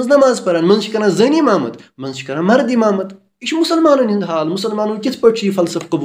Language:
Kashmiri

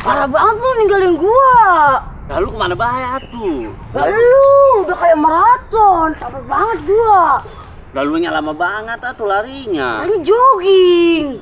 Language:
Betawi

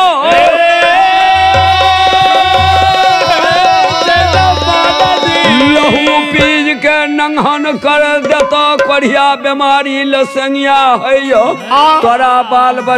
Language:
Bhojpuri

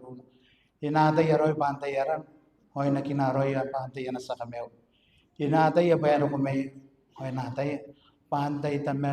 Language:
Gilbertese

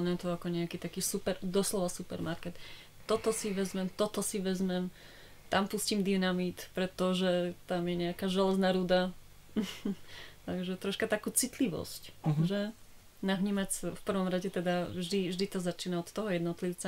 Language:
Slovak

